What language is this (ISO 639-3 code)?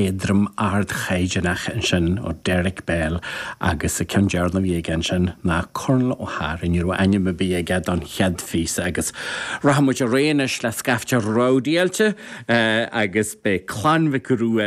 gle